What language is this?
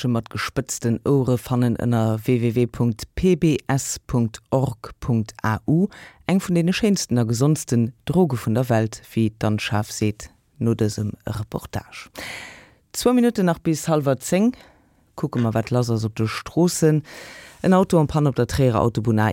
Luxembourgish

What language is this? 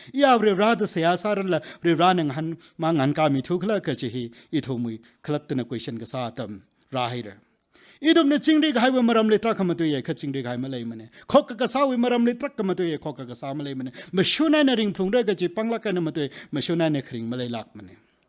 Tangkhul Naga (India)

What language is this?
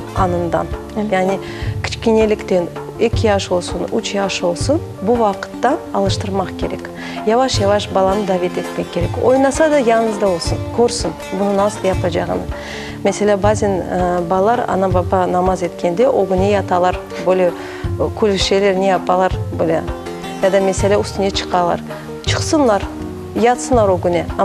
Crimean Tatar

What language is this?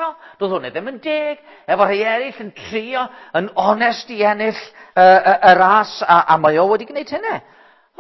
Welsh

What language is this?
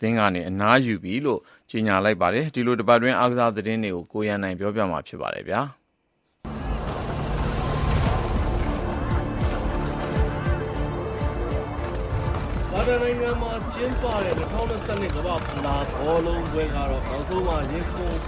Burmese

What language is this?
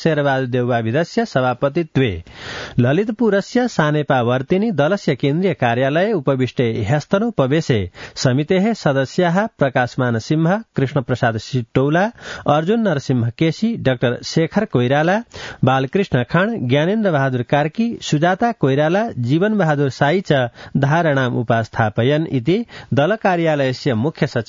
Sanskrit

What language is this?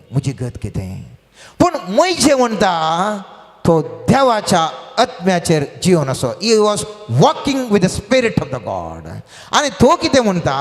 Konkani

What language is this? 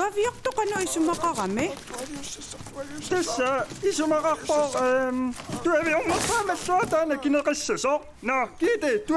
Kalaallisut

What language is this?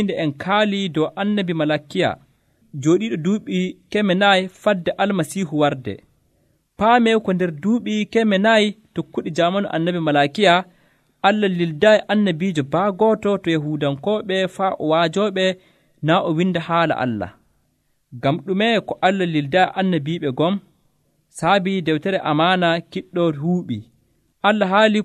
Nigerian Fulfulde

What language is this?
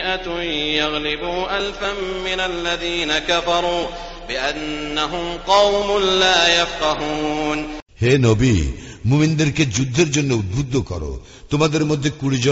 Bangla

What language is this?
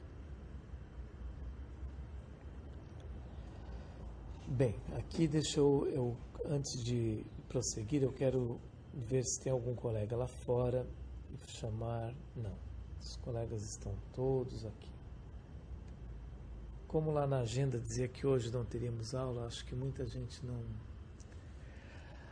Portuguese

